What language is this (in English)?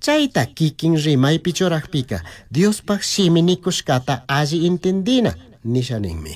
Chimborazo Highland Quichua